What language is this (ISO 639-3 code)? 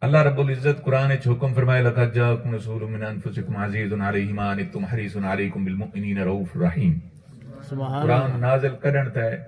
skr